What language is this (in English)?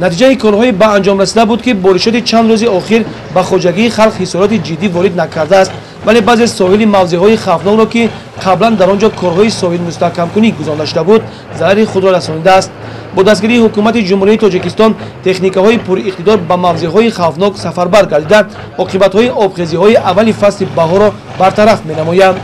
Tajik